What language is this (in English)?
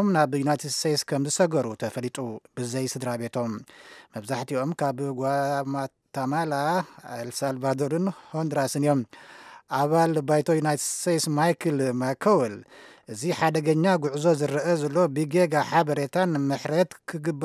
Tigrinya